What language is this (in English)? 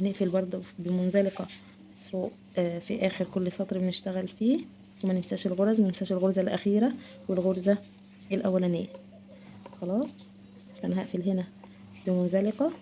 Egyptian Arabic